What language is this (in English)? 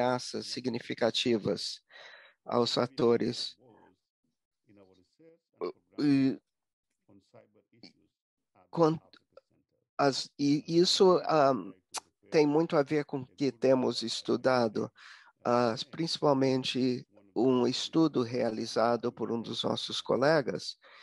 Portuguese